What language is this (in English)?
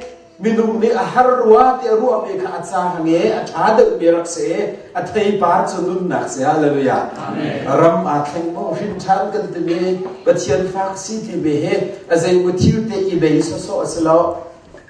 Hakha Chin